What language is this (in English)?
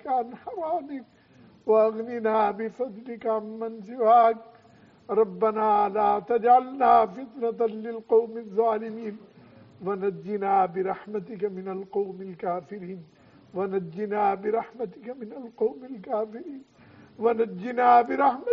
Urdu